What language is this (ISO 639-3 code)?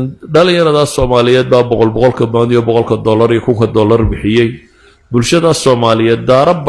som